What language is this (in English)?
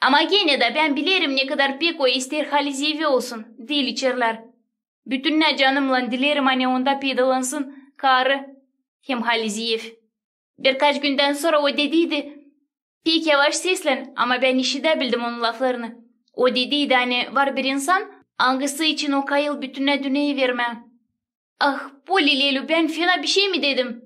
Gagauz